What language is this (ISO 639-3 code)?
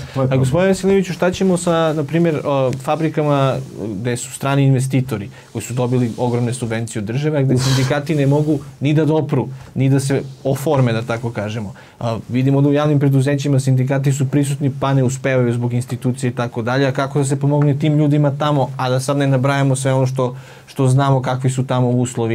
srp